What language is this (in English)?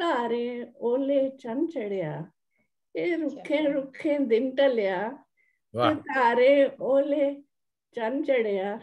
Dogri